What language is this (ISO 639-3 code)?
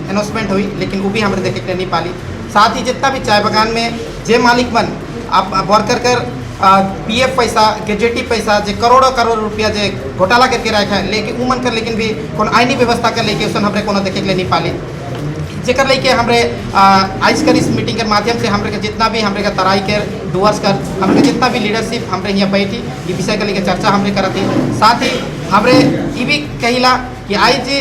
sck